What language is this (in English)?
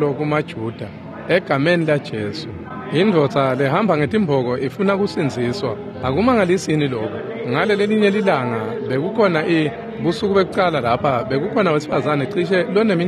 Swati